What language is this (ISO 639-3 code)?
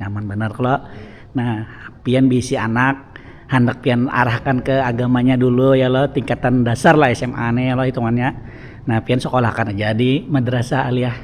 bjn